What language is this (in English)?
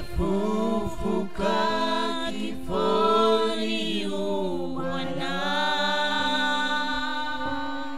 Swahili